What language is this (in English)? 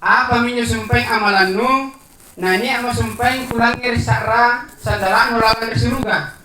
Makasar